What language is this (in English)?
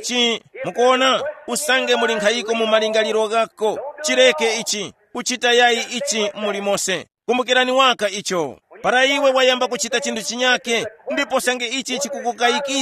Tumbuka